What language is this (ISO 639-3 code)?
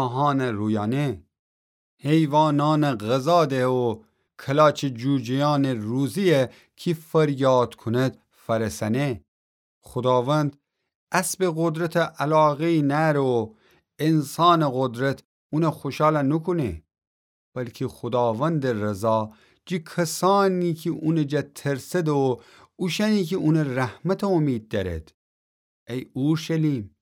glk